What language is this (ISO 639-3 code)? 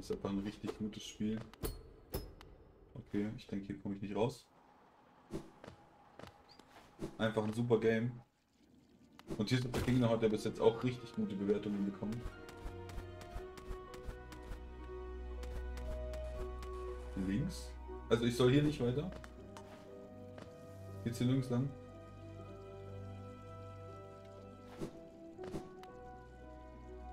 deu